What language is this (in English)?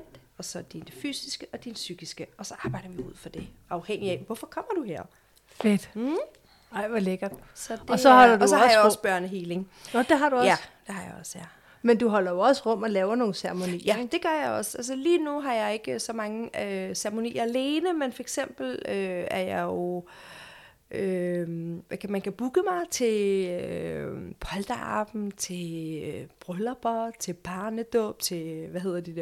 Danish